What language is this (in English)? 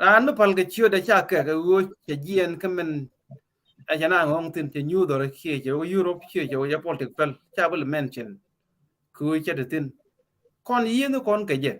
Nuer